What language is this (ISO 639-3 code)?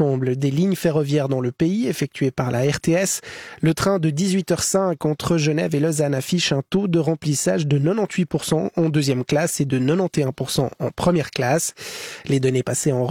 fra